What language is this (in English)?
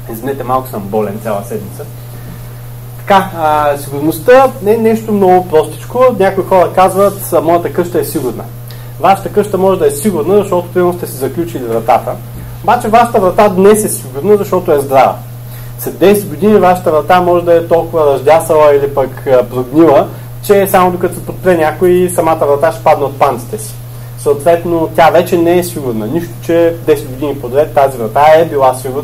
Bulgarian